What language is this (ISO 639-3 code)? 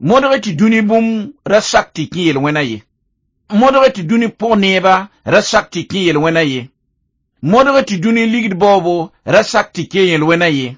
mos